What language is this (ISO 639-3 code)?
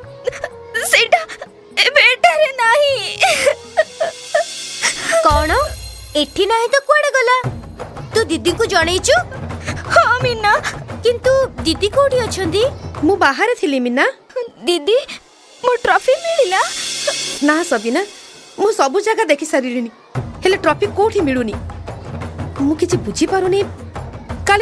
ori